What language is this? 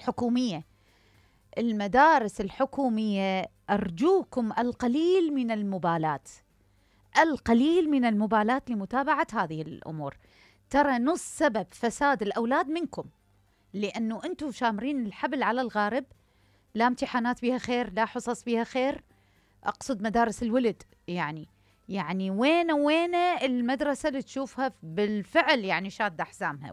Mesopotamian Arabic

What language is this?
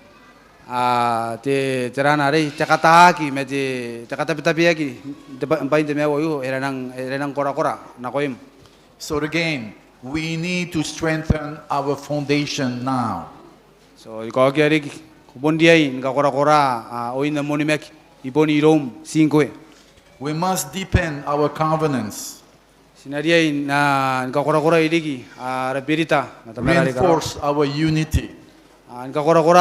Gilbertese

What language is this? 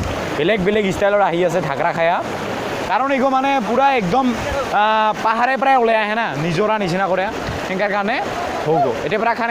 Assamese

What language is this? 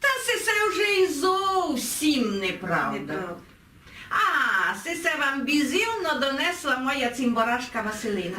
Rusyn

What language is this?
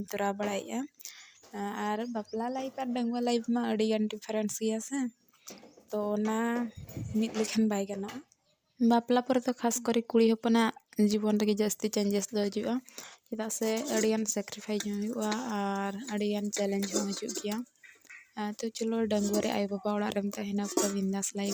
Santali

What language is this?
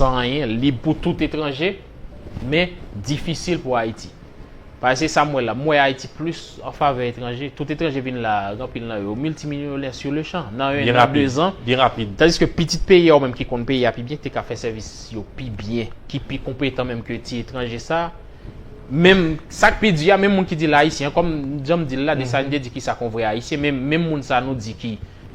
Haitian Creole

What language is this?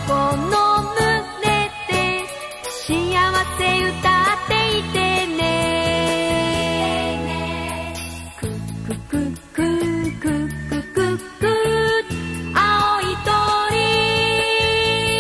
Japanese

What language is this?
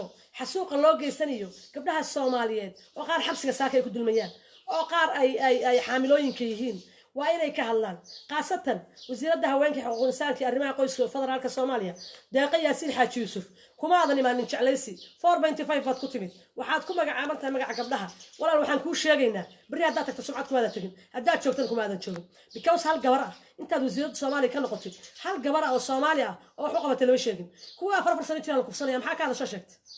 Somali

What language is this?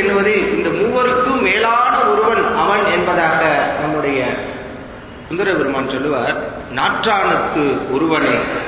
Tamil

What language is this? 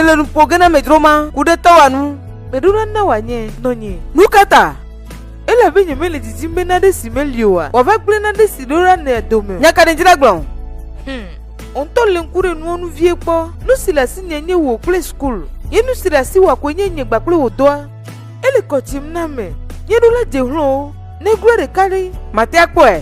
Ewe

